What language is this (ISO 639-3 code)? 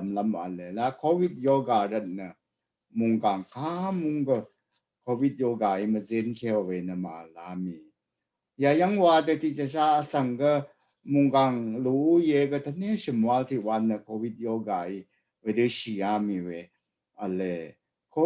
raw